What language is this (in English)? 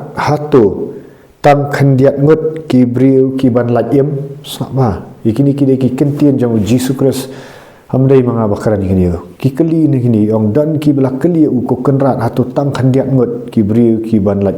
Khasi